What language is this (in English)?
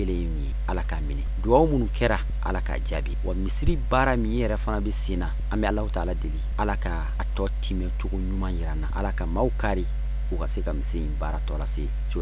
Bambara